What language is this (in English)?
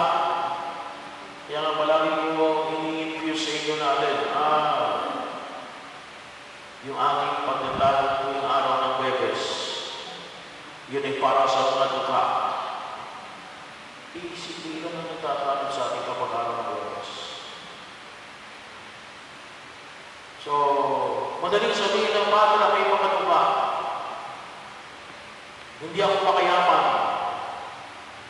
Filipino